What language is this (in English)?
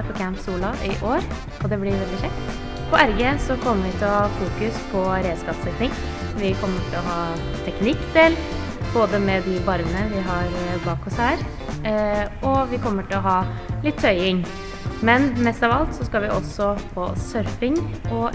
Norwegian